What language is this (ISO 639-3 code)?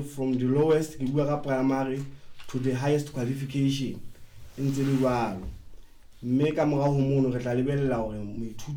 sot